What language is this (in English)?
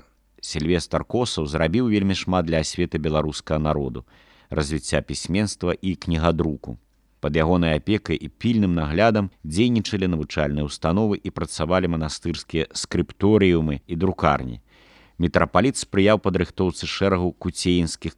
Belarusian